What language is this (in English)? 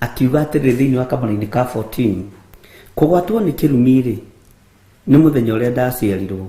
Kikuyu